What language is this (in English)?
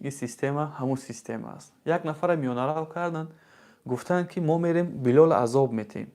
Tajik